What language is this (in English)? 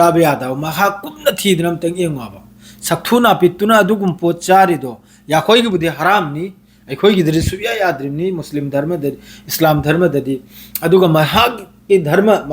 Manipuri